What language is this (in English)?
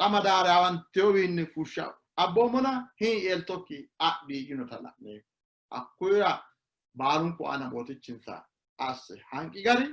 Sidamo